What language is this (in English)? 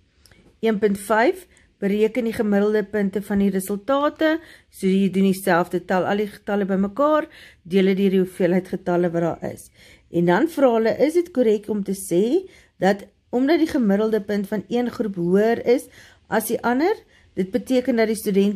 Afrikaans